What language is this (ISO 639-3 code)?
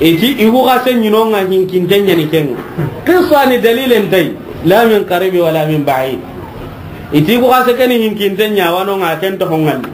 snk